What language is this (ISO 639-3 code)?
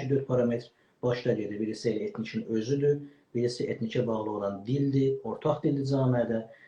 azb